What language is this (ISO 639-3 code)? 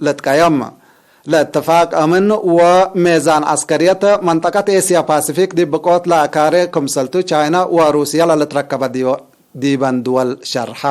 tig